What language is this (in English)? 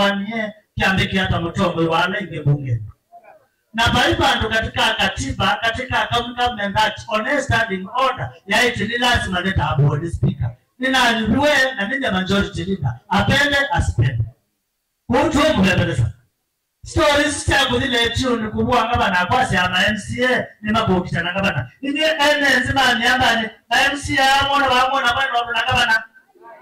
Kamba